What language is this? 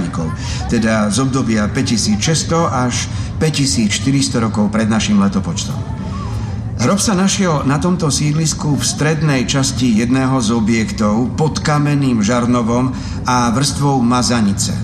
Slovak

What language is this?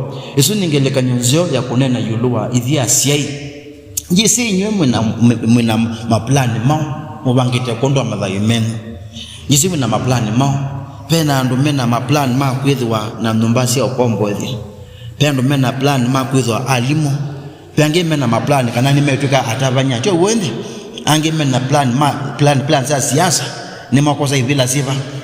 Kamba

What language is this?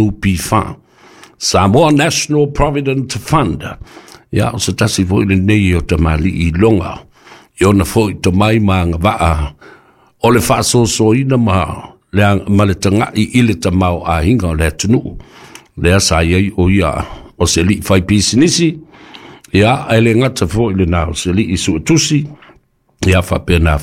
Samoan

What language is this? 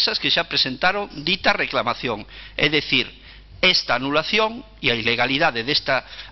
Galician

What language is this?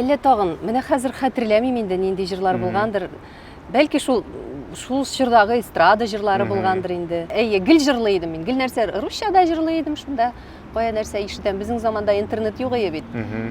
Tatar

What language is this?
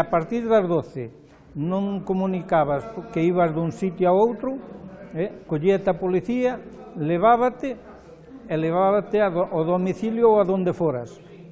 Galician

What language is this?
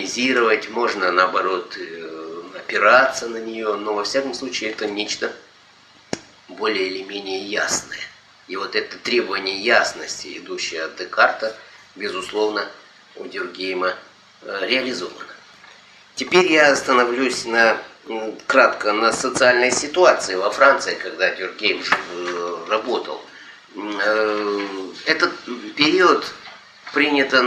Russian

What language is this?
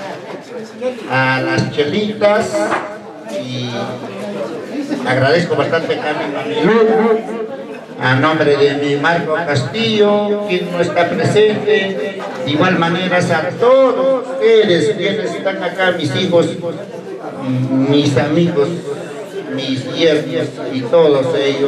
Spanish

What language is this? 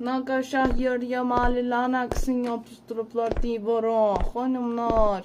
South Azerbaijani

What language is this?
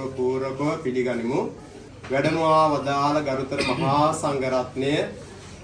Sinhala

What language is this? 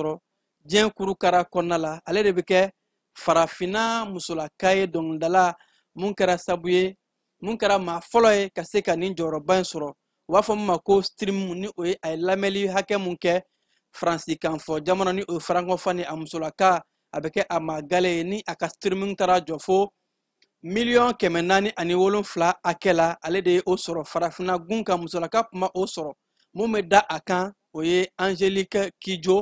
Bambara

